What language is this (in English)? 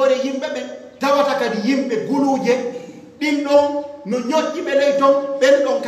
Pular